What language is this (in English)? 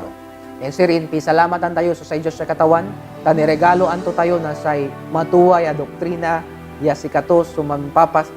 Pangasinan